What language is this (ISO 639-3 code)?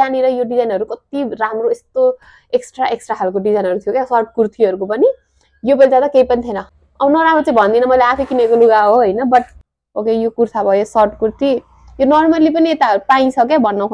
nep